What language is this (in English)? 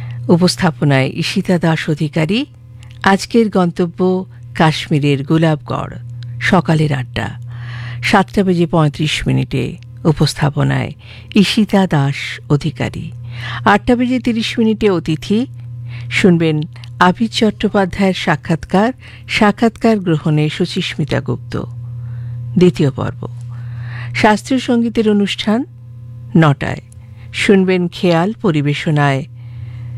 Bangla